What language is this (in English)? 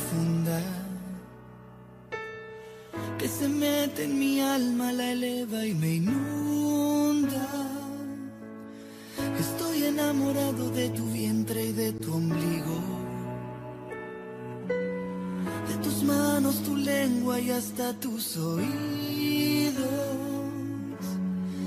Spanish